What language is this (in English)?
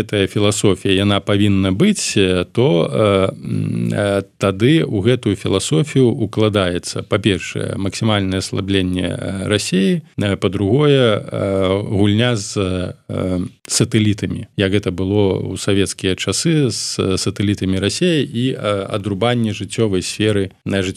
Belarusian